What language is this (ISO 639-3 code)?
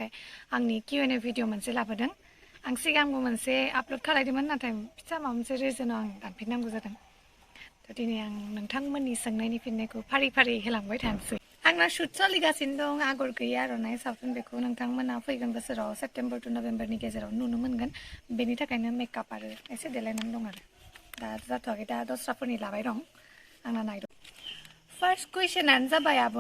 brx